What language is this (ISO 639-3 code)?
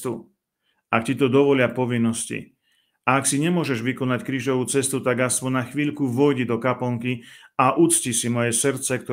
slk